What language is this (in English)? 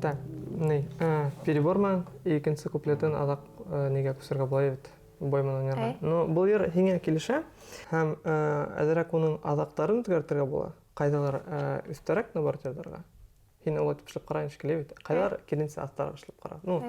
Bashkir